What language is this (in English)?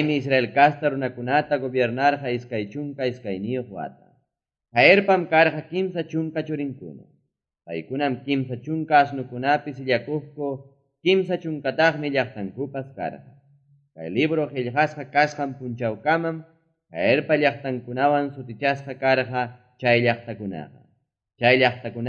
Ayacucho Quechua